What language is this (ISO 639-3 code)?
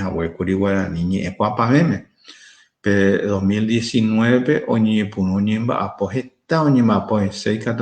grn